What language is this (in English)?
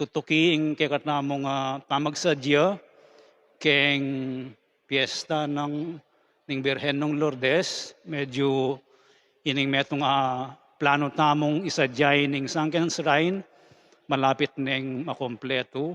Pampanga